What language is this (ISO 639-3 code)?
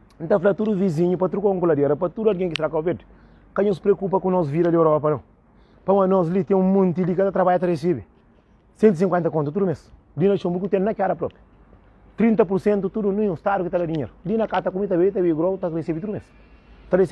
kea